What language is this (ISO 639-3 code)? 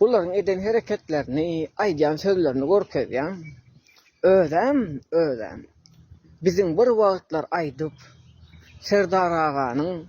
tuk